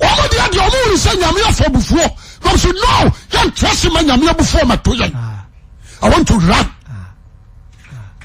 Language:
Akan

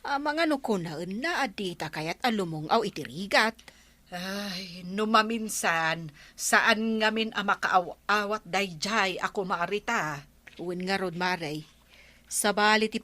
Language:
Iloko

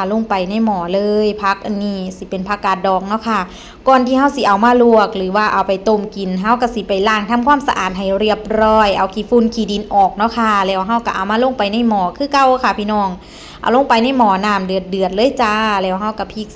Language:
Northeastern Thai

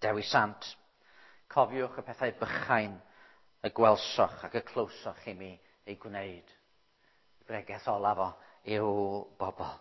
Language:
Welsh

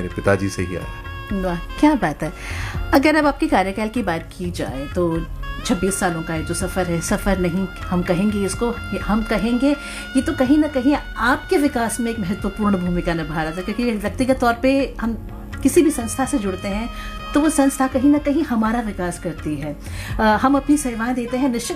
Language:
Hindi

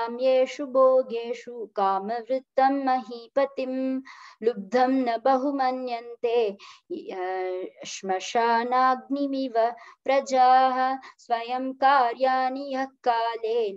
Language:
Sanskrit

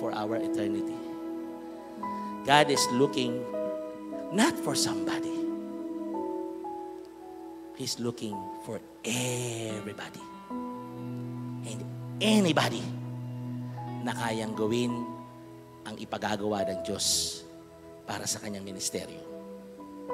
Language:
Filipino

